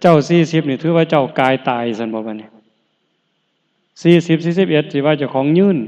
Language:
Northeastern Thai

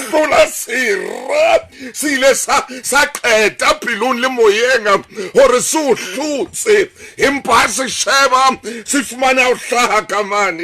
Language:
Southern Sotho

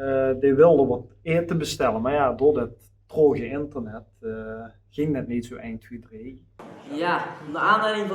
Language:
Limburgish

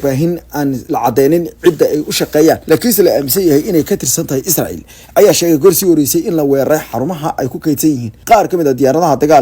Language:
Somali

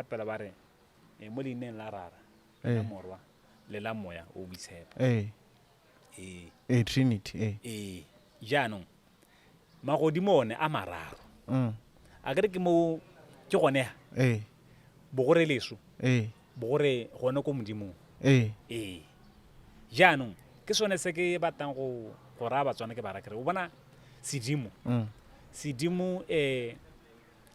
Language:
Tswana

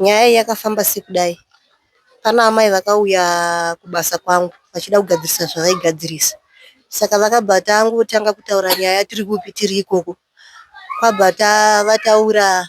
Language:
Shona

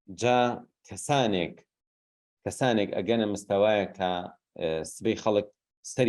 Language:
Central Kurdish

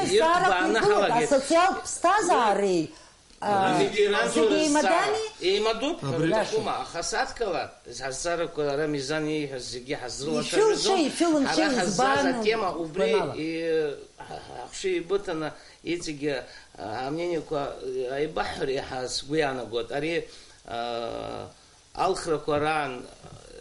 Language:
Abkhazian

